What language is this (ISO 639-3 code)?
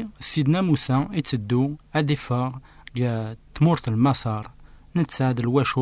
kab